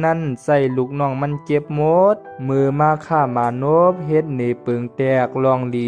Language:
Shan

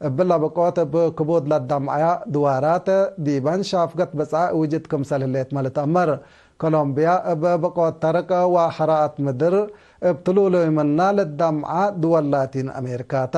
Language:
Tigre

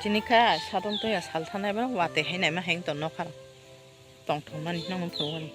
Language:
Kok Borok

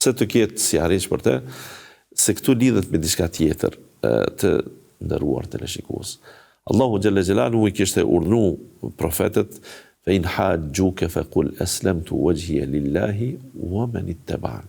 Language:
Albanian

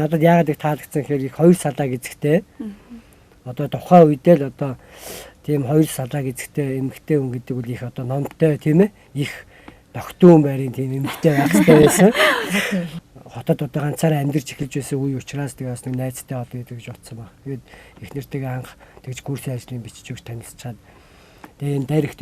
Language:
Mongolian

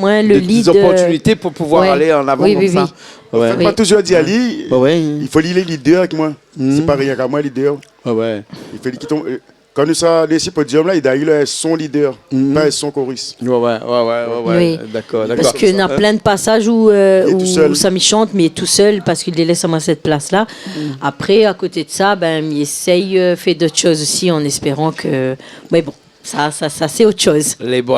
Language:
Réunion Creole French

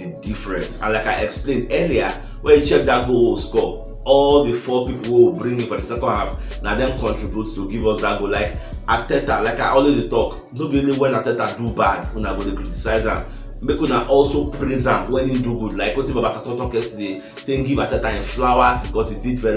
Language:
Nigerian Pidgin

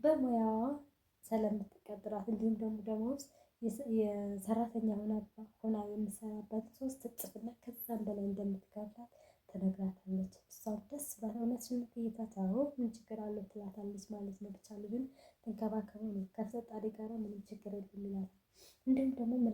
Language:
Amharic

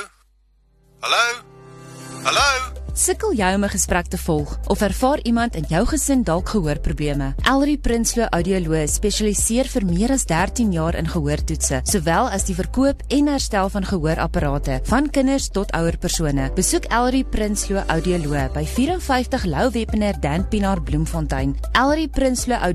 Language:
Afrikaans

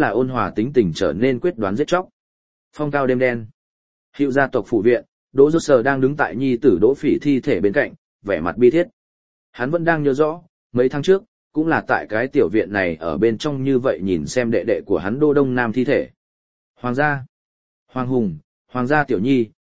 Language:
Vietnamese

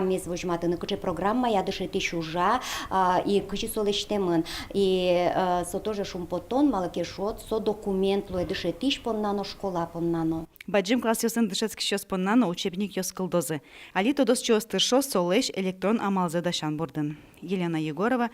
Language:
Udmurt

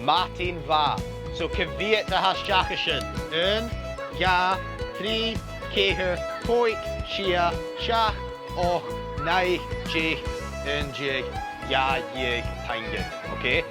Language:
Scottish Gaelic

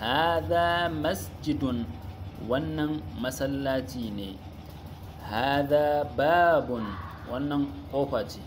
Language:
Hausa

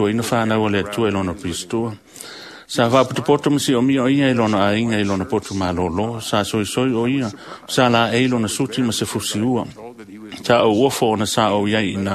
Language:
Samoan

